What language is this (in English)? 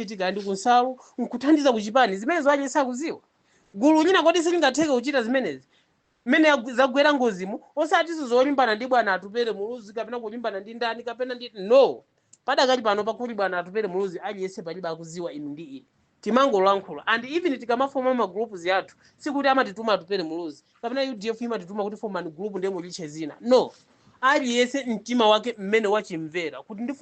Nyanja